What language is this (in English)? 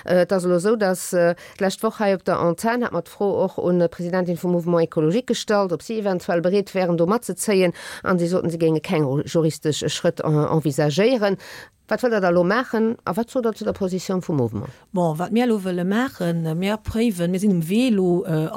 Luxembourgish